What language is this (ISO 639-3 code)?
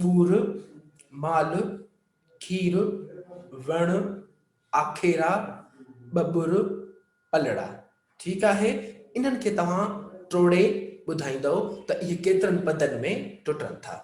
snd